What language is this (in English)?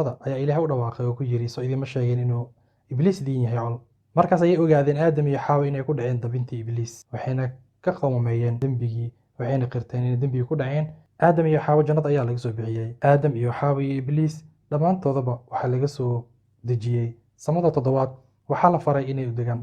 Somali